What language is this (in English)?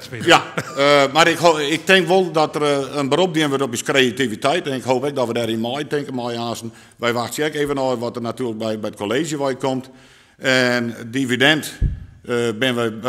Western Frisian